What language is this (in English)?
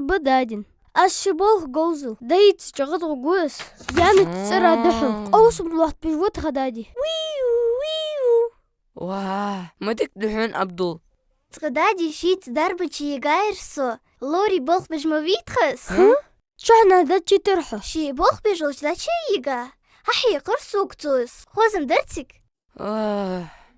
Ingush